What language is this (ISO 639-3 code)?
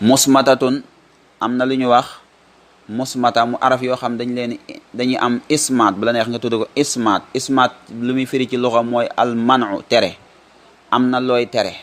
wol